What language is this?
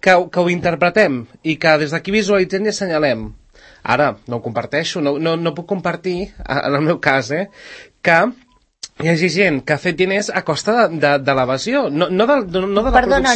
Catalan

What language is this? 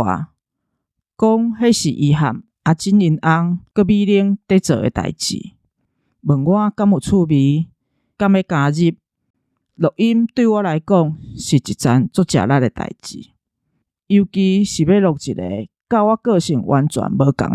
Min Nan Chinese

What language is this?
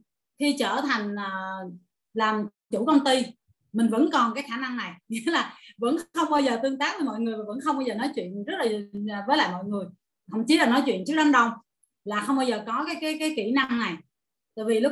Vietnamese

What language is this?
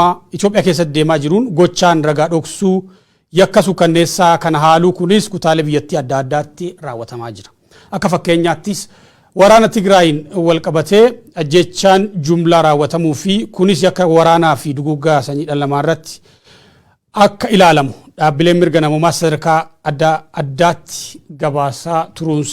Oromo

